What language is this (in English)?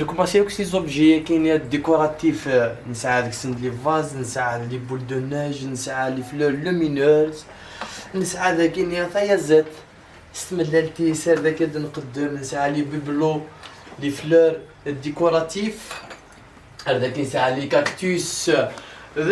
Kabyle